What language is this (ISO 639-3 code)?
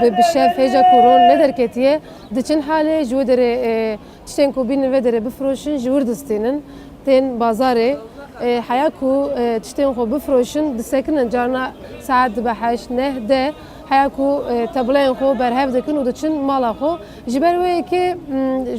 kur